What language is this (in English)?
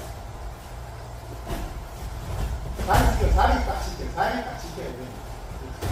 Korean